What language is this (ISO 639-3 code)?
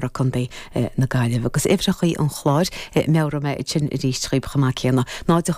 gle